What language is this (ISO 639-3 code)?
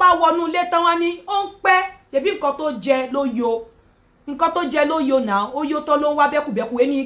yor